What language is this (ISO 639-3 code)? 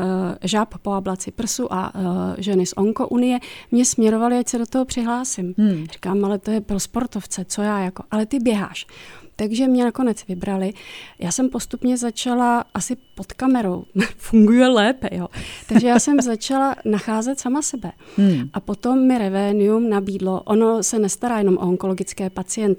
ces